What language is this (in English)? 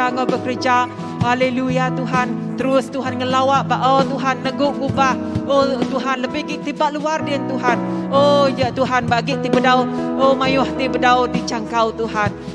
Iban